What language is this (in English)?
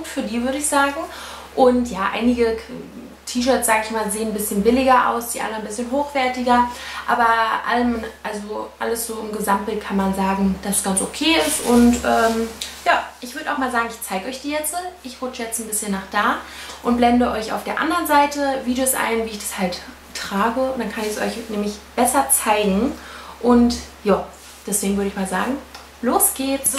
German